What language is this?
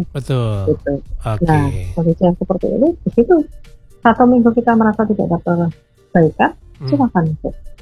Indonesian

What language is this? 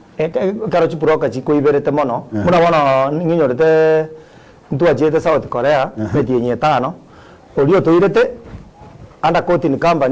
Gusii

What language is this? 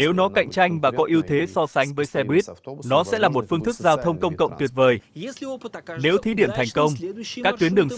Vietnamese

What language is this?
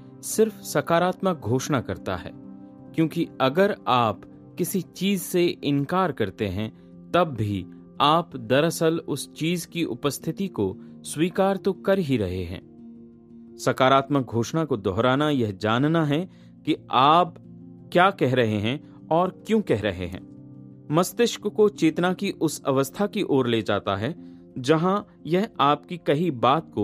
Hindi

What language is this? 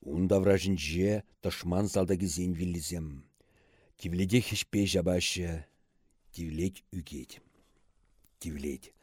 Chuvash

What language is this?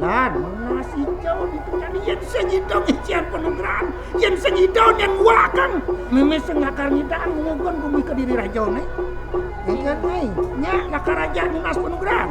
Balinese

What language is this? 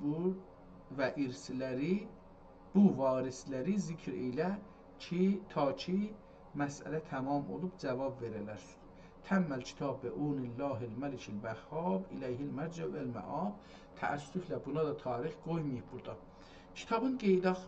South Azerbaijani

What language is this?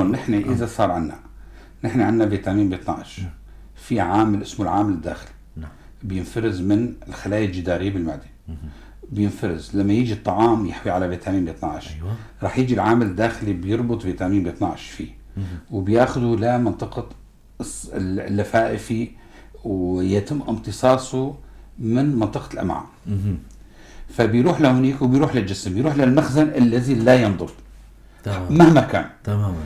North Levantine Arabic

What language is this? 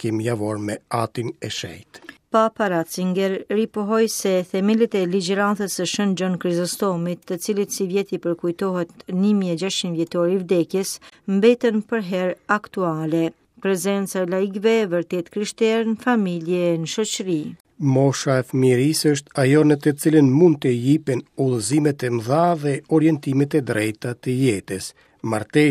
Albanian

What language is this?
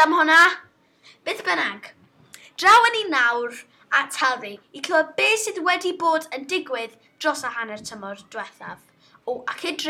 Welsh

